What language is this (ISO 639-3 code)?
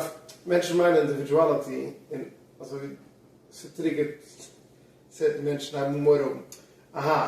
yid